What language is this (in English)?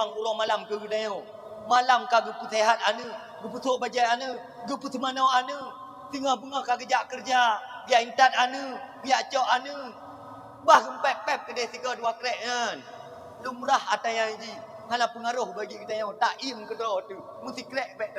Achinese